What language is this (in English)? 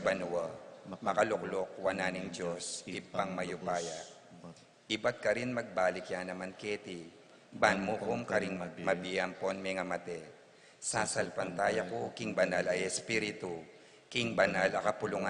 Pampanga